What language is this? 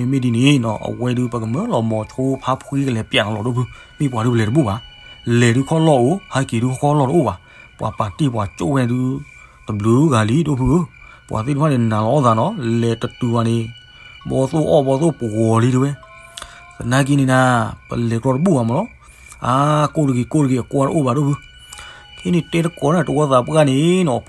S'gaw Karen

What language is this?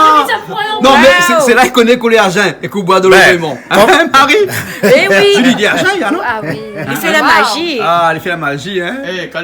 Réunion Creole French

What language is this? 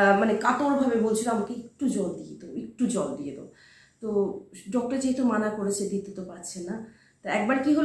Bangla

